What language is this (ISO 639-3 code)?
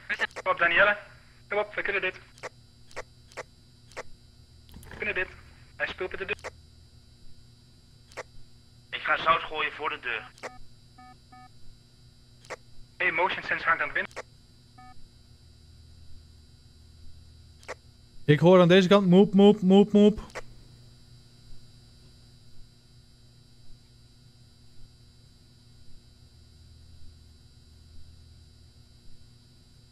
nld